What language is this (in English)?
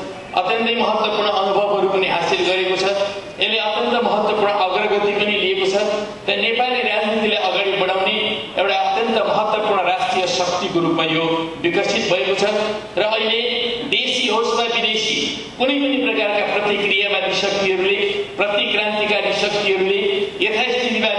Nepali